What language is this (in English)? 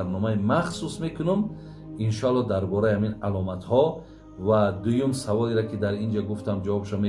Tajik